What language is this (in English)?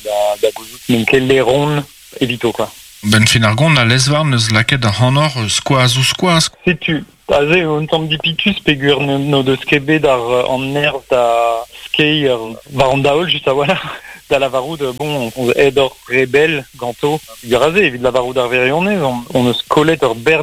Breton